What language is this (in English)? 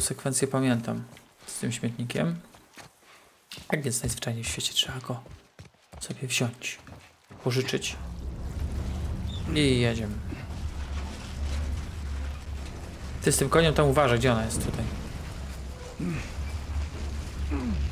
Polish